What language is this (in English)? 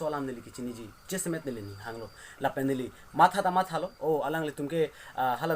Karbi